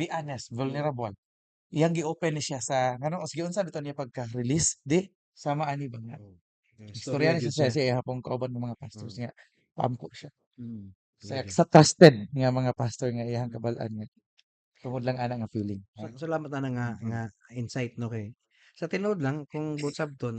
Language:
Cebuano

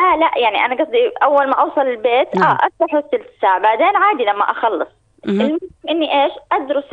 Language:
North Levantine Arabic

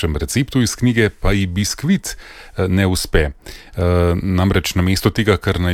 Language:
Slovenian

